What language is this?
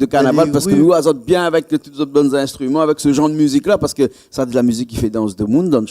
Réunion Creole French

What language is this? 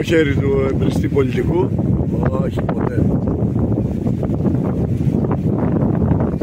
Greek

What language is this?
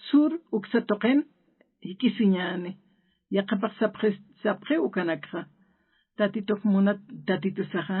Aymara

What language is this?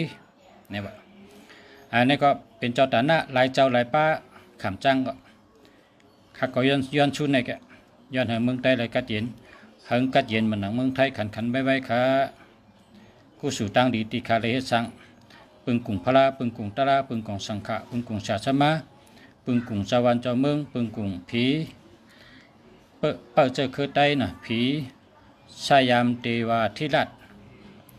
Shan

